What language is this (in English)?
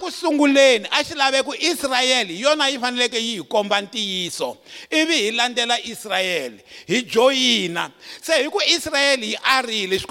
Tsonga